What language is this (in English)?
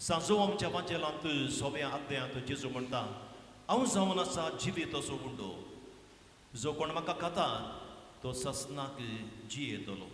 Konkani